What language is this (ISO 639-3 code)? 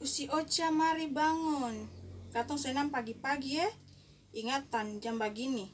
abs